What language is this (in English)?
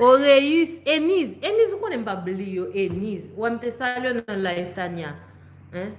Haitian Creole